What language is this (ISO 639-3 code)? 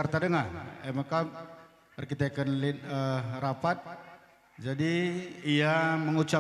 btx